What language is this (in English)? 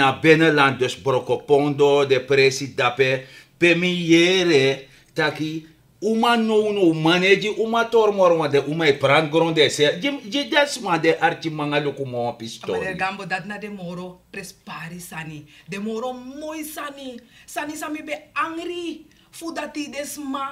Sranan Tongo